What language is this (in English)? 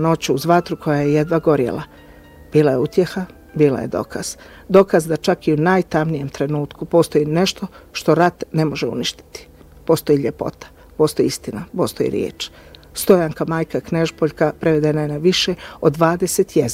Bosnian